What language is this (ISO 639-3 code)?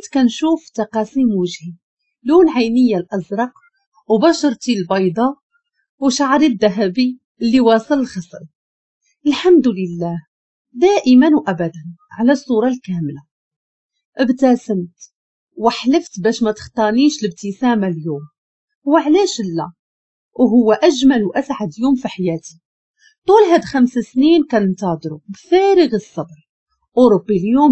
ary